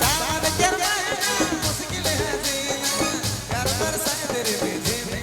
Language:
Sadri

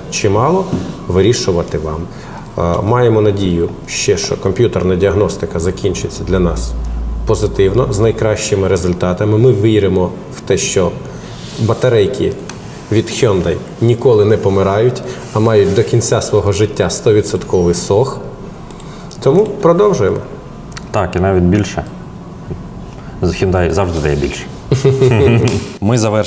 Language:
Ukrainian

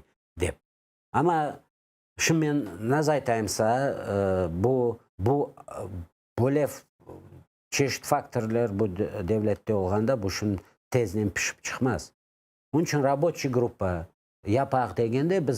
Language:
Crimean Tatar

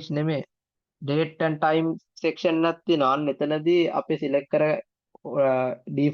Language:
Sinhala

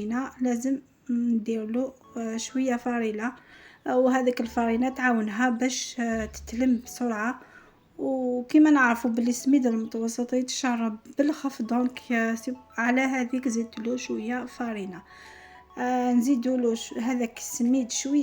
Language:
Algerian Arabic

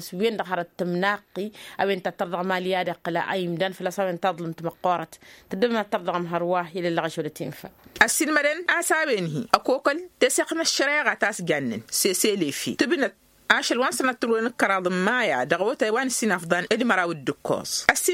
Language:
Tamasheq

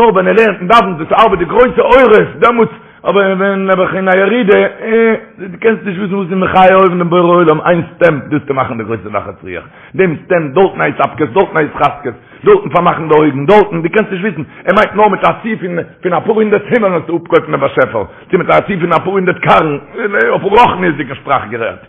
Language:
Yiddish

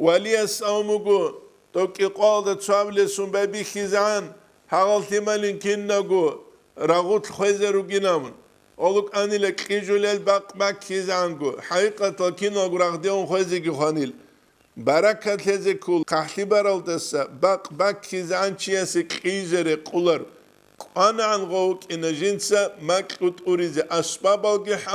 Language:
Avaric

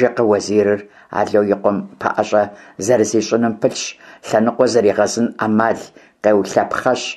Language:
Kabardian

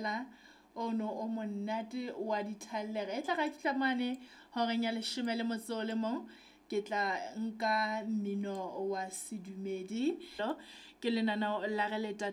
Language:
Southern Sotho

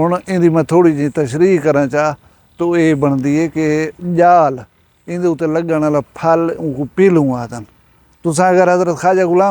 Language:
Saraiki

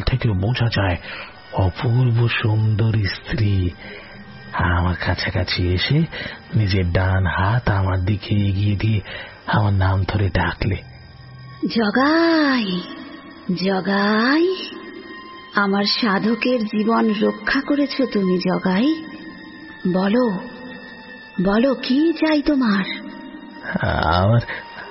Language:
Bangla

